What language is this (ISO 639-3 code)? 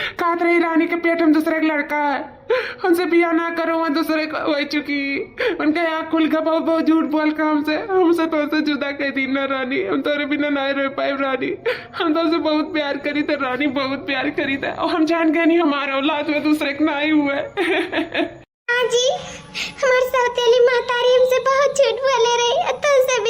awa